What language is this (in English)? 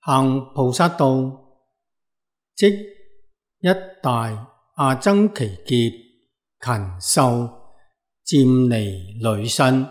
Cantonese